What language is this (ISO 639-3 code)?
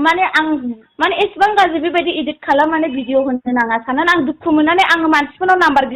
brx